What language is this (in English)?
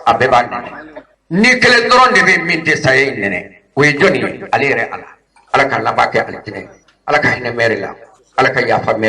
Bambara